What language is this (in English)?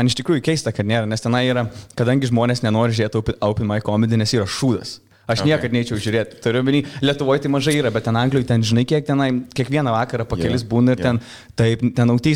Lithuanian